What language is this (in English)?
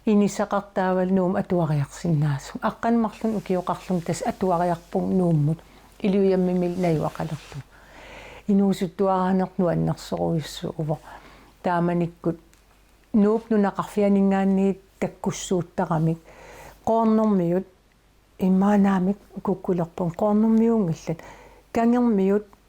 Kalaallisut